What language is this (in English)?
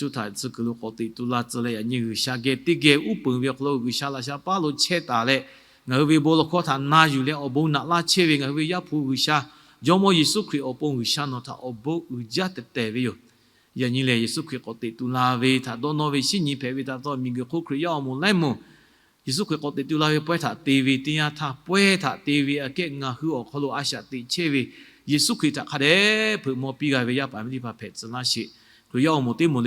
Lahu